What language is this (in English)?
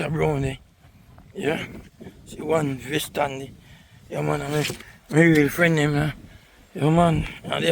Jamaican Creole English